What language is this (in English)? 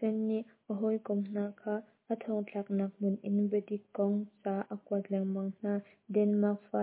Hakha Chin